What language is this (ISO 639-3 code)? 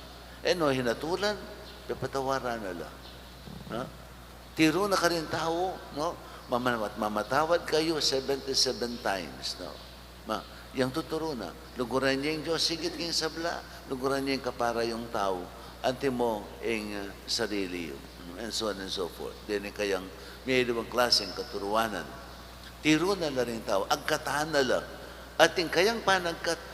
pam